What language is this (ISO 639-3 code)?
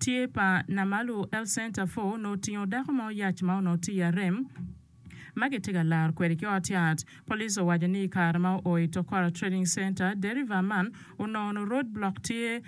ach